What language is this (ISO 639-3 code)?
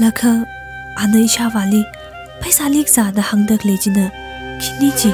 nmf